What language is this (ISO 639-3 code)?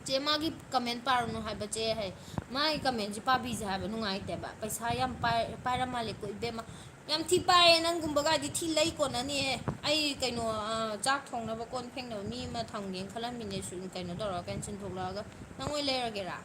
mni